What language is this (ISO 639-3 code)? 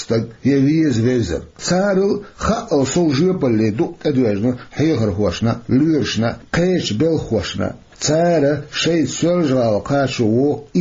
che